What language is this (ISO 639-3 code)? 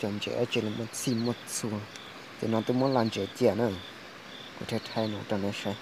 hmn